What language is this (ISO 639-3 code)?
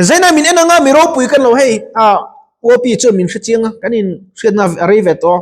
lus